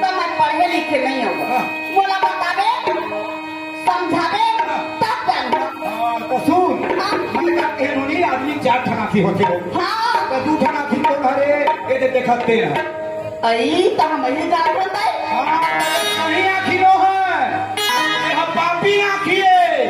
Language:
Chhattisgarhi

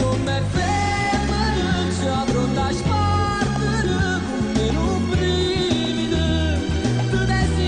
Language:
Neapolitan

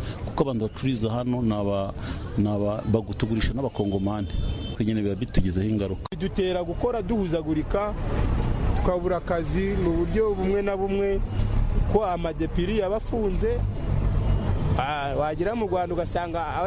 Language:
Kinyarwanda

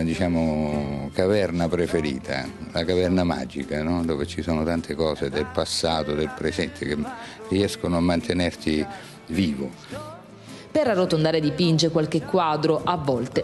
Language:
Italian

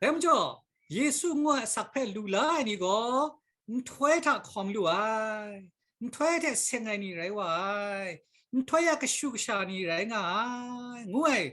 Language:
Kachin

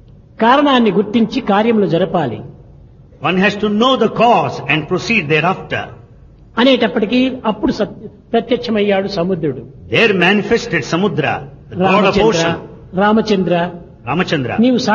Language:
Telugu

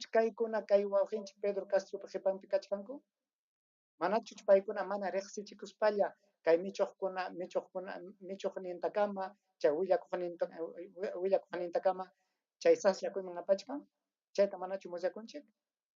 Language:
Ayacucho Quechua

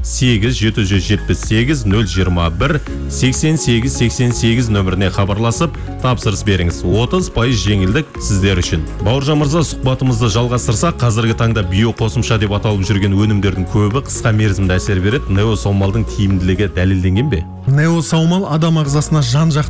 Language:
Kazakh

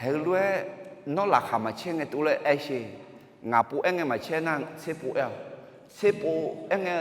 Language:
Akha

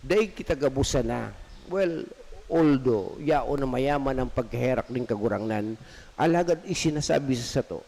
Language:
Bikol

